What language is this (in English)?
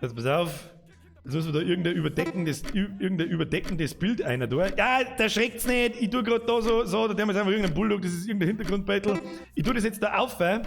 Bavarian